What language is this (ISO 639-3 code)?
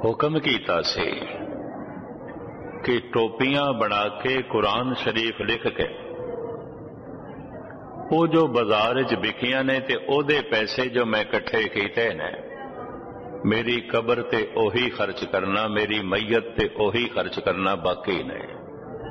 pan